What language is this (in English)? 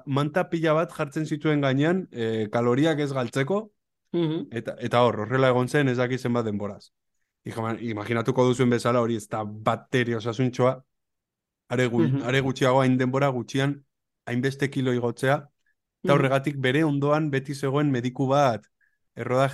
Basque